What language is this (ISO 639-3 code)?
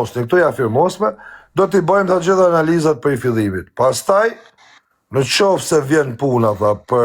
sqi